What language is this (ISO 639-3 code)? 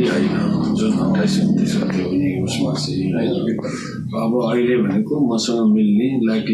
nep